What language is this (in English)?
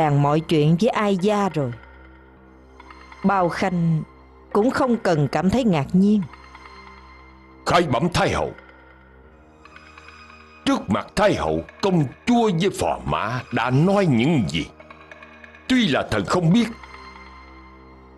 Vietnamese